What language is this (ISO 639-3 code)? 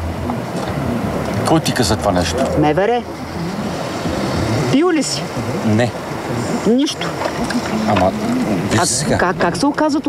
bul